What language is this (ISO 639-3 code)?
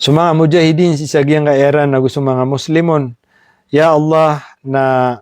mrw